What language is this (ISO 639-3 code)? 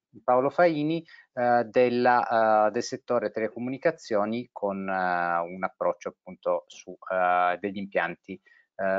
ita